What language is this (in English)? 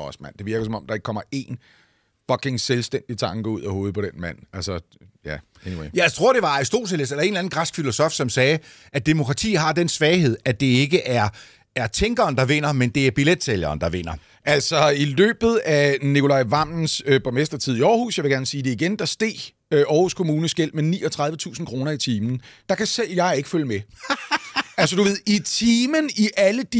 Danish